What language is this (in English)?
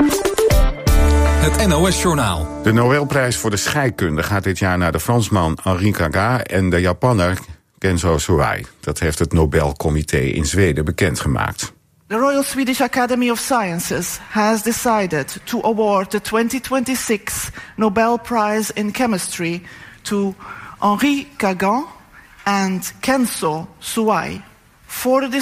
Dutch